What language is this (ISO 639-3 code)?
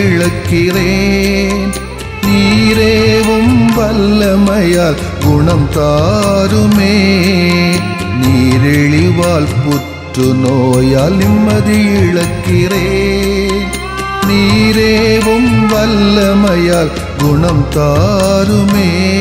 tam